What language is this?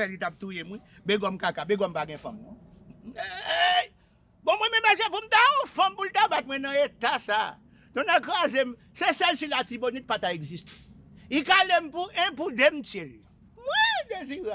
Haitian Creole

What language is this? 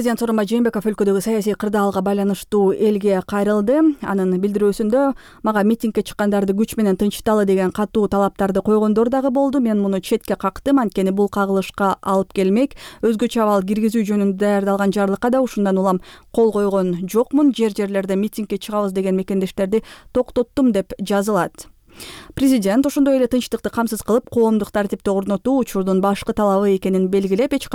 Kyrgyz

